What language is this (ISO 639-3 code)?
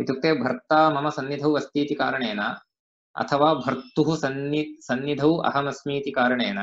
san